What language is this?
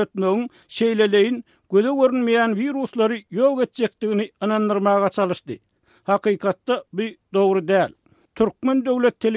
Turkmen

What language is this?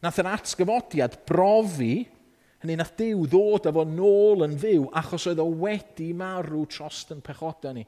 Welsh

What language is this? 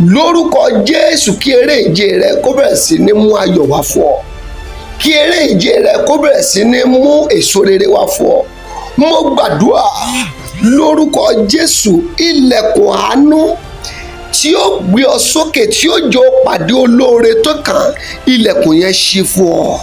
Yoruba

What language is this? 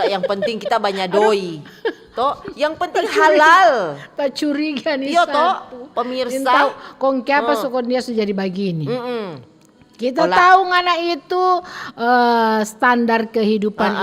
Manado Malay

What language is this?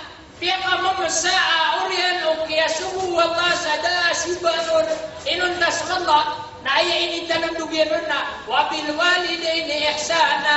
Maranao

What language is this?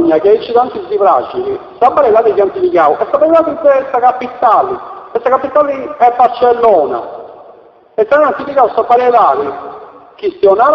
Sardinian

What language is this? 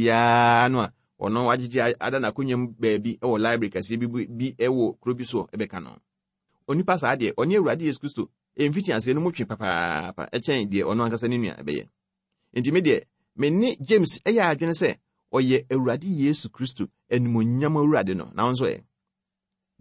Akan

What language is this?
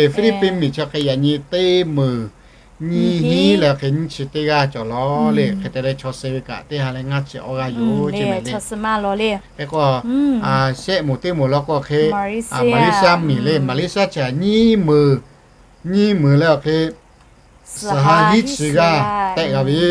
Lahu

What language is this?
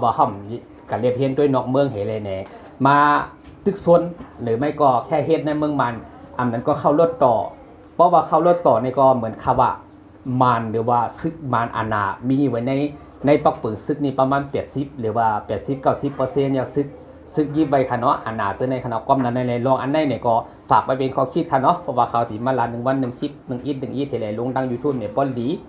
Shan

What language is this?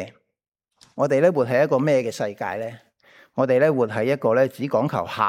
Cantonese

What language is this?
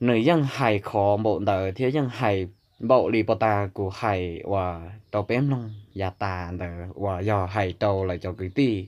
Hmong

